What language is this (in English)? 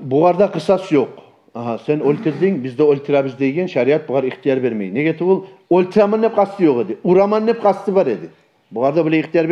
Kumyk